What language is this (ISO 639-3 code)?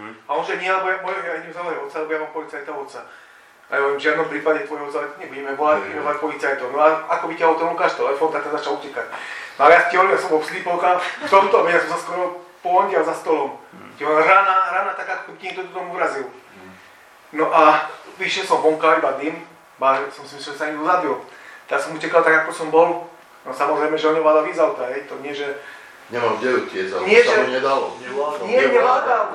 slk